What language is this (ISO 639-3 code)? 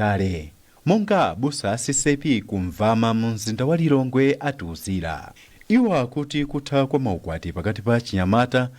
nya